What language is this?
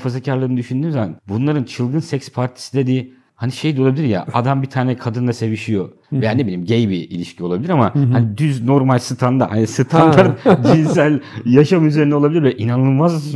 Turkish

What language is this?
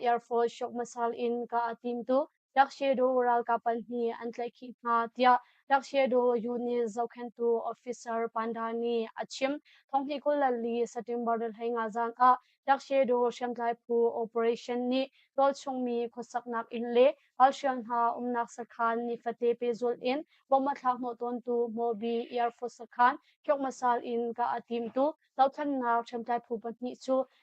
Hakha Chin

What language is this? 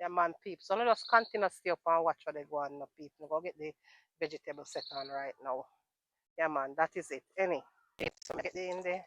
Jamaican Creole English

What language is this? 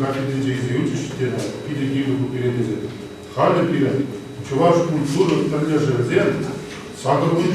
Chuvash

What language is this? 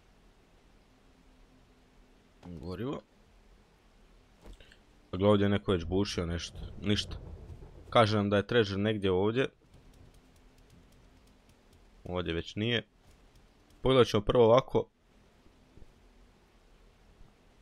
Croatian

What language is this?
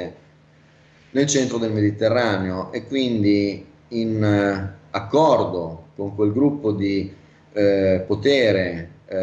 Italian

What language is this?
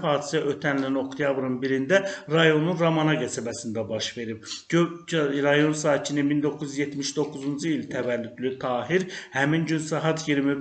Azerbaijani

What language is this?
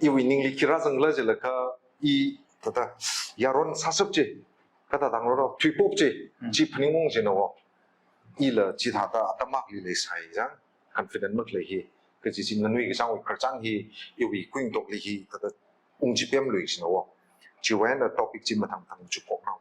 Tangkhul Naga (India)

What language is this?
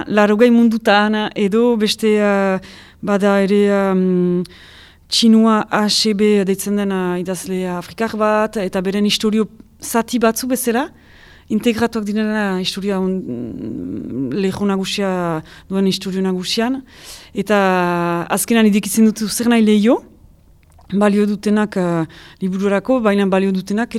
Basque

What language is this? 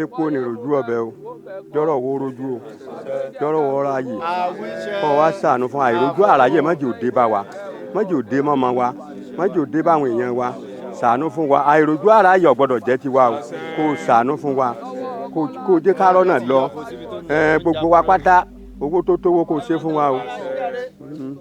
Yoruba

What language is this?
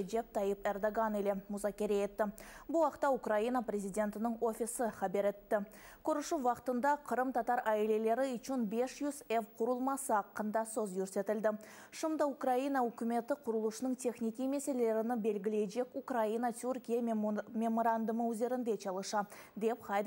Crimean Tatar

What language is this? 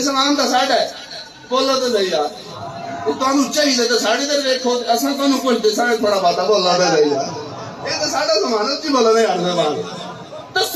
Saraiki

